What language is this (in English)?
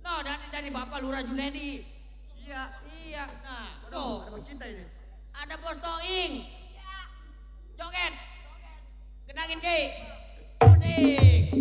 Betawi